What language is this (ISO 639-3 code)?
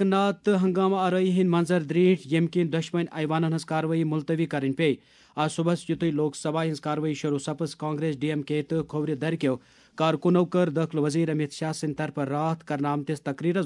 kas